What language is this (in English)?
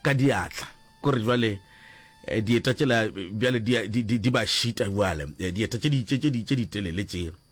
Northern Sotho